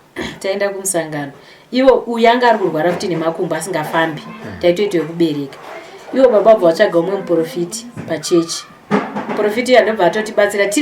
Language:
Shona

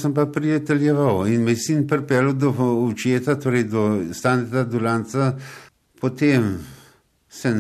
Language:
Slovenian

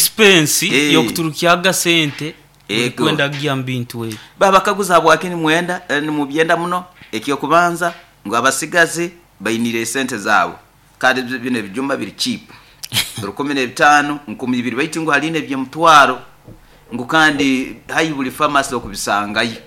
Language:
Nyoro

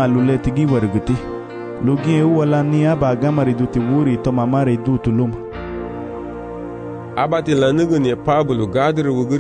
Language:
Garifuna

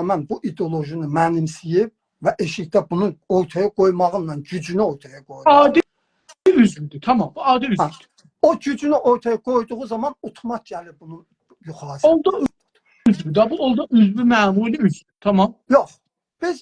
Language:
South Azerbaijani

